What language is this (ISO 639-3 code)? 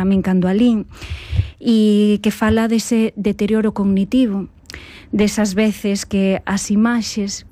glg